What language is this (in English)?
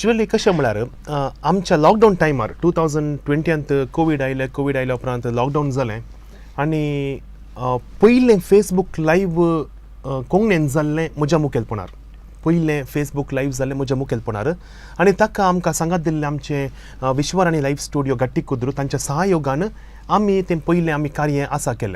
Konkani